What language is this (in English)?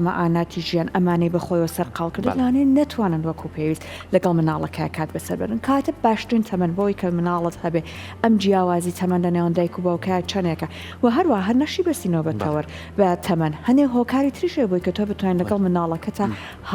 Central Kurdish